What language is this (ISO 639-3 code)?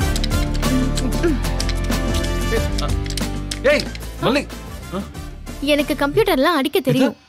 tam